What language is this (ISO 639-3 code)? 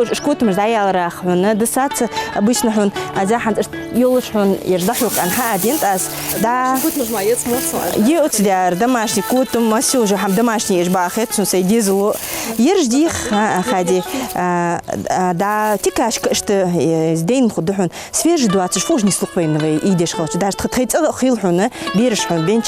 inh